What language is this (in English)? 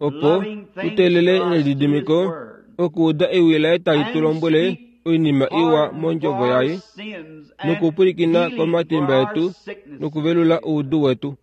Kuanyama